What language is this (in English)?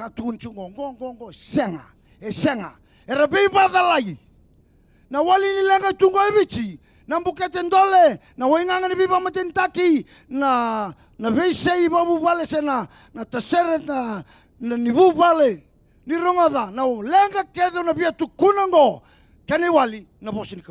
Fijian